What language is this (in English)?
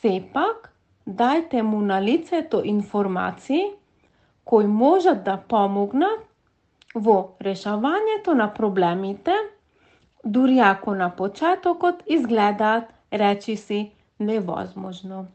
Macedonian